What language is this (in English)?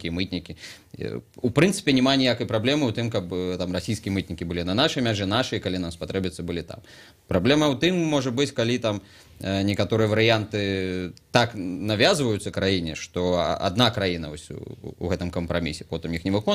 Belarusian